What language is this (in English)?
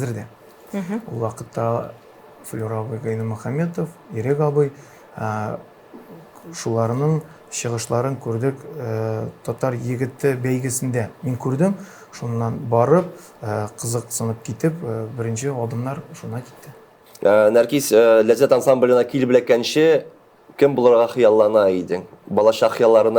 Tatar